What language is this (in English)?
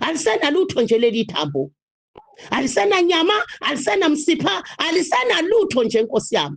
Zulu